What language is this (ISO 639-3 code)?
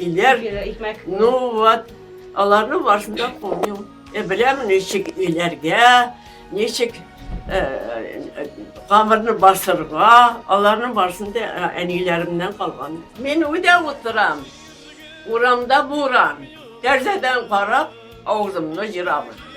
tat